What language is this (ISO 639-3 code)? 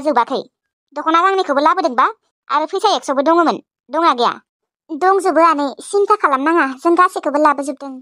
brx